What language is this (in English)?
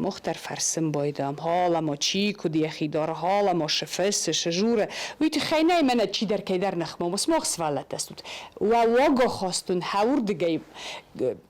Ossetic